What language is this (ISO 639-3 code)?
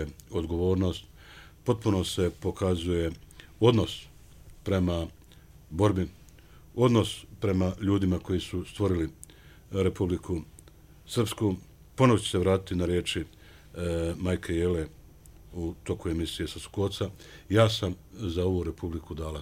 bos